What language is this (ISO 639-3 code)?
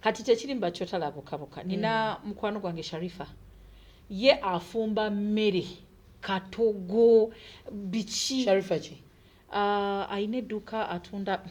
lug